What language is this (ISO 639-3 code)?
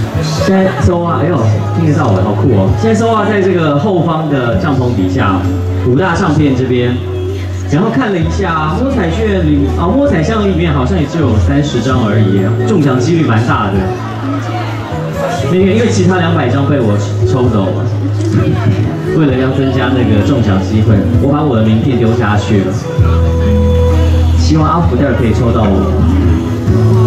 zho